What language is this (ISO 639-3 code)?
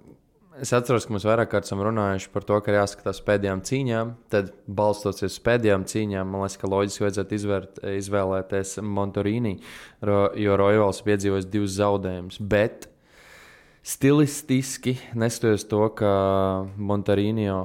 lav